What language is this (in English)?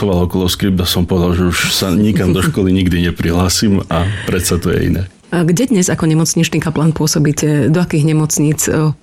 Slovak